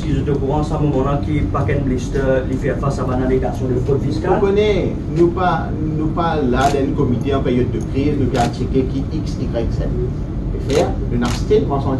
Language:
Morisyen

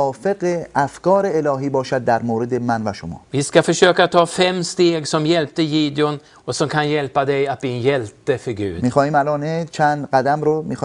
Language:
Persian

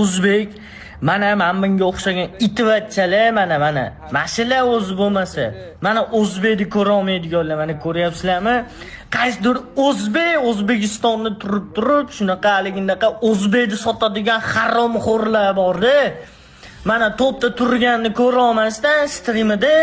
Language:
Uzbek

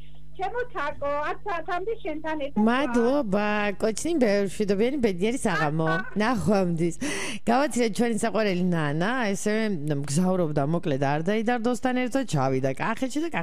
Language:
Georgian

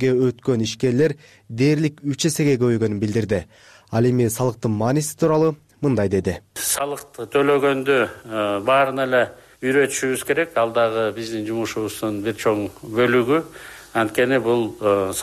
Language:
Kyrgyz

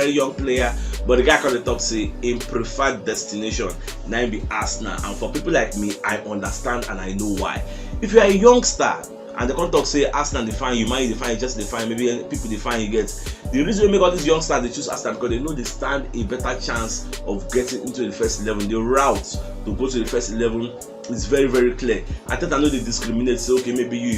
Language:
Nigerian Pidgin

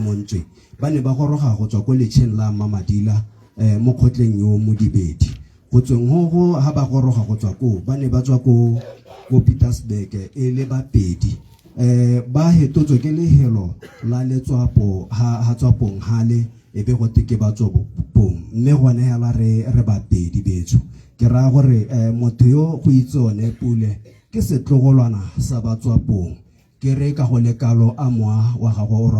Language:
Tswana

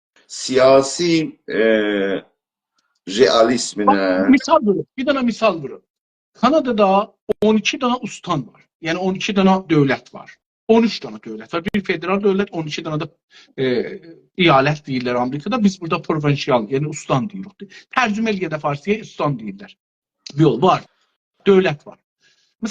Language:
South Azerbaijani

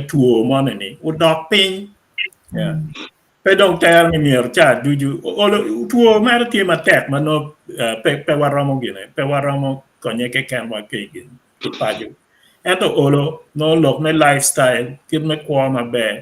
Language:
Acoli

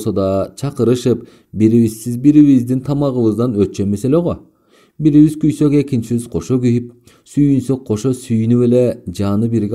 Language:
Kyrgyz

